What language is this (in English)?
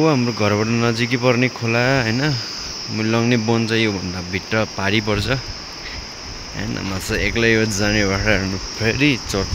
Nepali